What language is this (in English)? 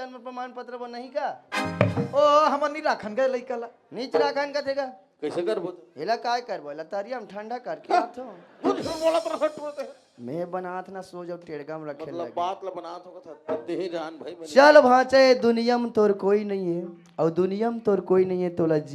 Chhattisgarhi